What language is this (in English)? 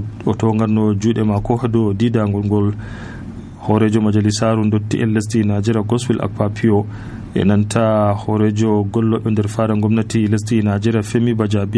Nigerian Fulfulde